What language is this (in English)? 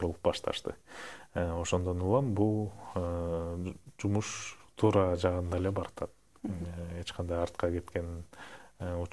Kyrgyz